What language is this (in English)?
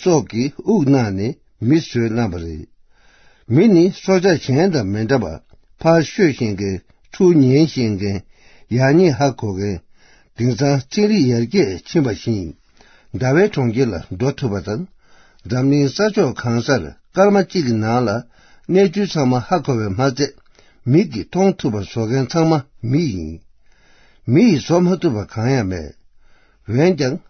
Tibetan